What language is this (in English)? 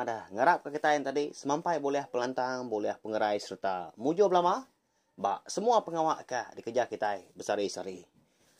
Iban